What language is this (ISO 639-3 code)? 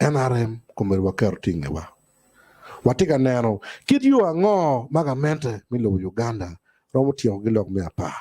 ach